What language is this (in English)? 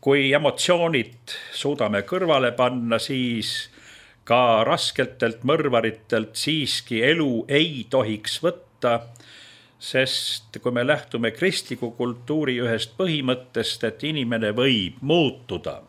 Estonian